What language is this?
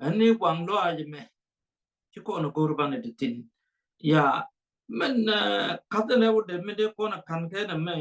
Nuer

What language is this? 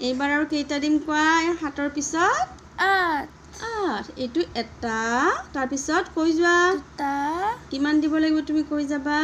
Assamese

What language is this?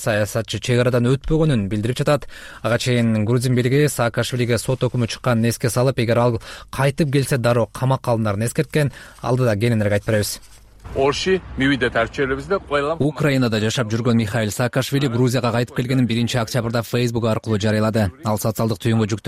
Kyrgyz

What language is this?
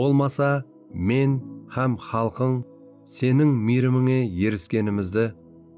Kara-Kalpak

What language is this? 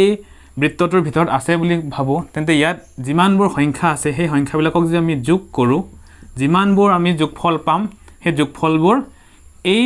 Assamese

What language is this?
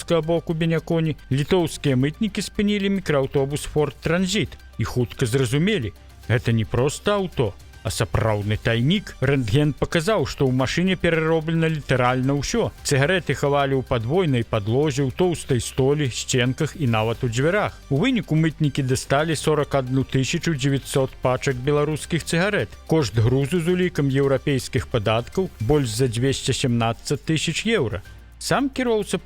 Belarusian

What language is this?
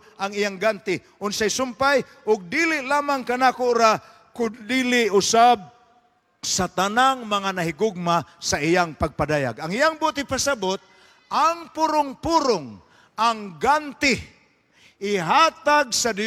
Cebuano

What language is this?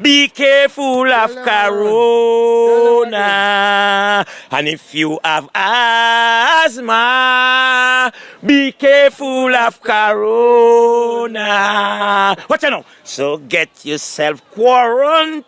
Jamaican Creole English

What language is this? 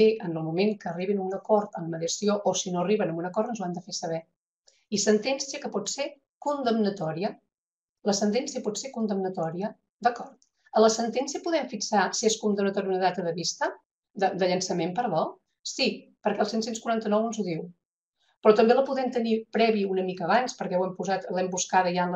Catalan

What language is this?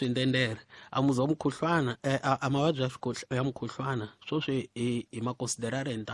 Tsonga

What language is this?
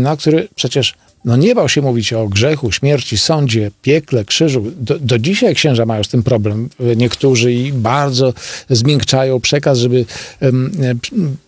Polish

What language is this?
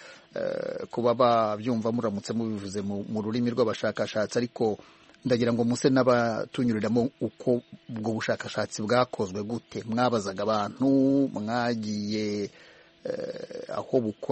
Kinyarwanda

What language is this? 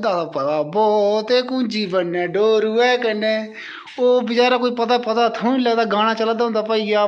Dogri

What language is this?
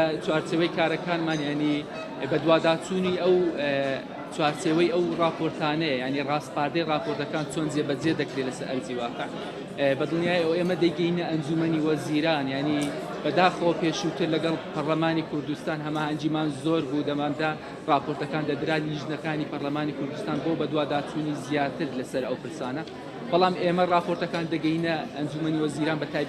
Central Kurdish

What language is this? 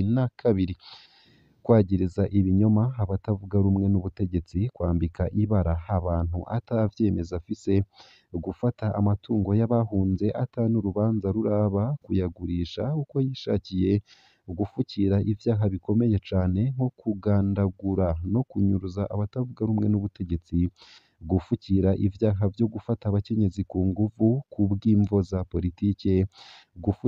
Rundi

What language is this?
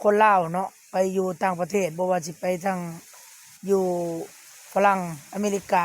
Lao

